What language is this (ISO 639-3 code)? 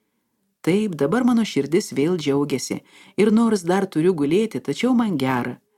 lit